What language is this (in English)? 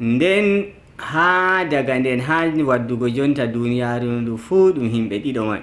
Nigerian Fulfulde